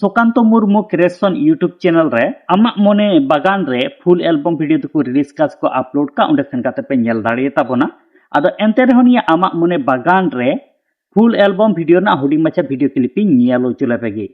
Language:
Santali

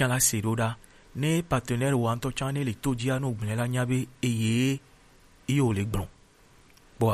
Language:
Gen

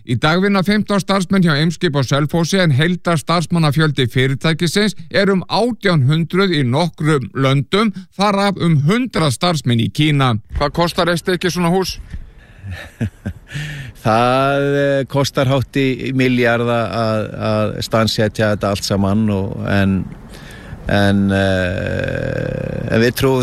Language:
Icelandic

